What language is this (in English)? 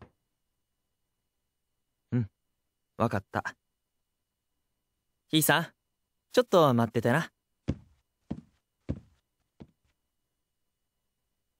Japanese